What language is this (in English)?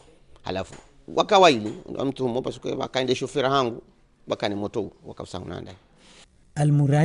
Ngazidja Comorian